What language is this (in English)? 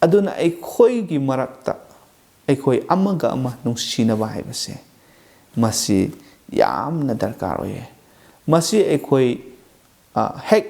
Manipuri